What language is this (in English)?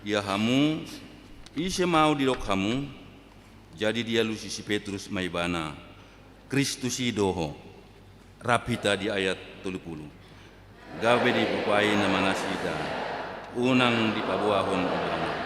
Batak Toba